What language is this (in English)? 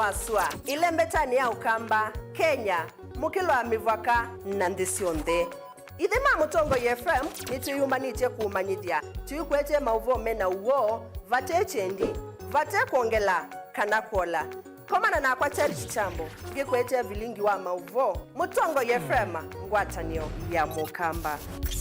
Kamba